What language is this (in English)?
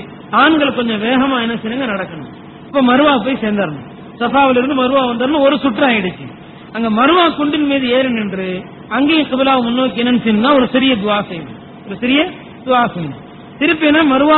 Tamil